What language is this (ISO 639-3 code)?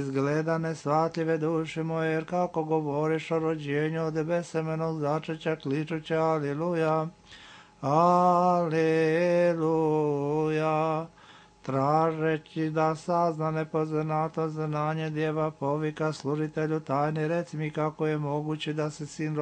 srp